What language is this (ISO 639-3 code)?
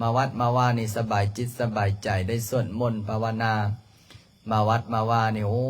lao